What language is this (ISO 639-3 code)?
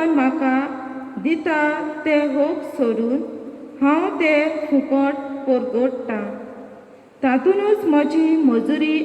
kok